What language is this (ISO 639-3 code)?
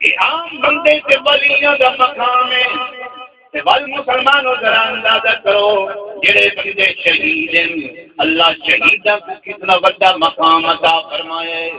skr